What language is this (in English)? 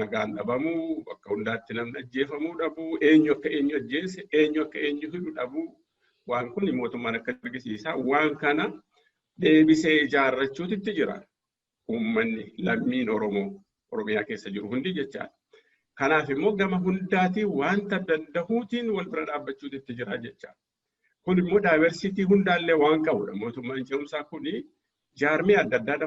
Oromo